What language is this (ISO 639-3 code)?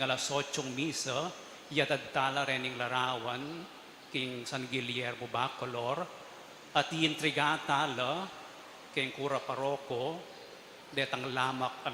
pam